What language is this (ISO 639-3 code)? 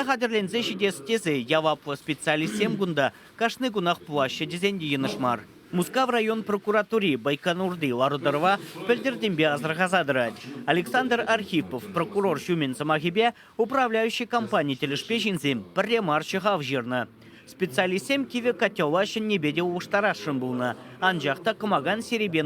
chv